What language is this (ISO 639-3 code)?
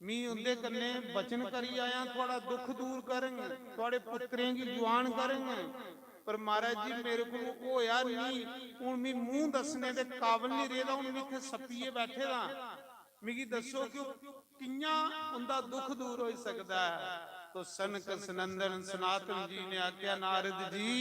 doi